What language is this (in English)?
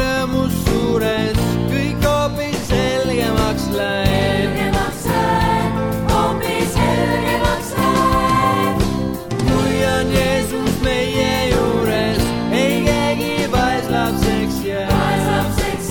Estonian